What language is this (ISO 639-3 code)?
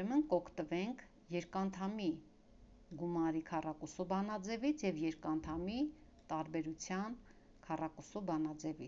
hye